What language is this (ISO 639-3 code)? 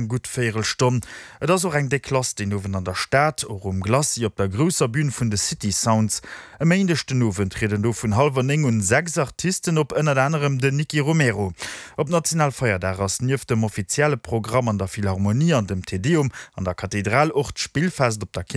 ltz